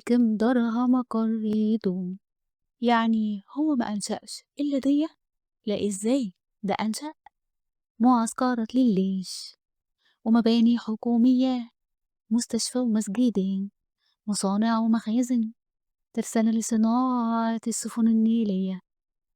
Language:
Egyptian Arabic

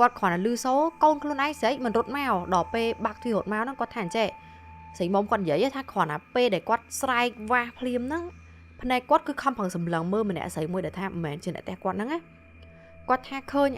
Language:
Khmer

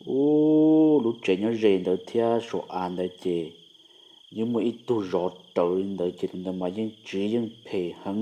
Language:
Hmong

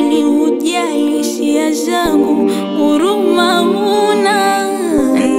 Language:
Swahili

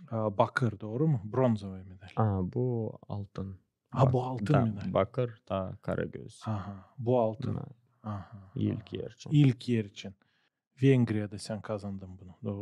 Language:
Gagauz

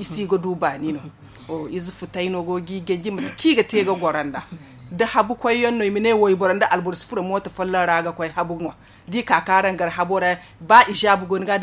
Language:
Zarma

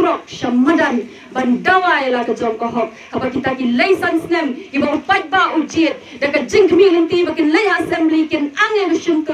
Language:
Khasi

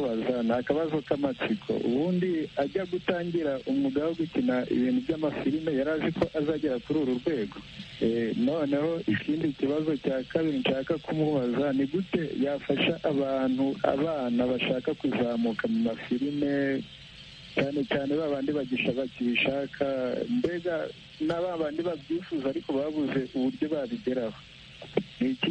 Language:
Kinyarwanda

